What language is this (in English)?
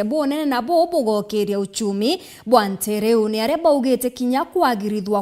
Meru